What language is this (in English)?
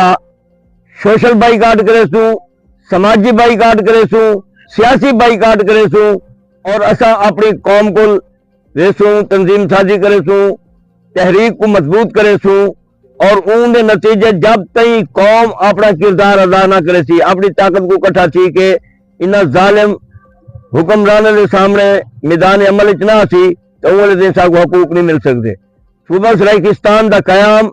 Saraiki